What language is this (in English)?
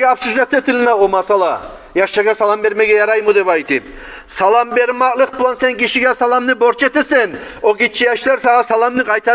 Kumyk